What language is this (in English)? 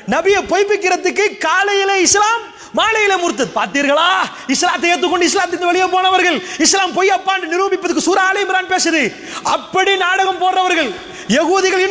Tamil